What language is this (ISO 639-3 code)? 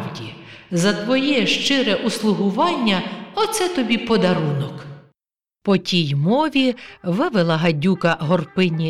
ukr